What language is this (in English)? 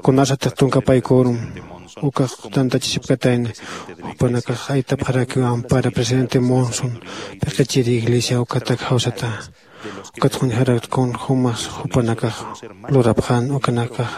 Aymara